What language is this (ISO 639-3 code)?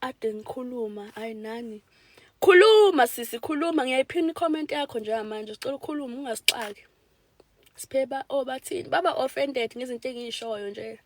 zul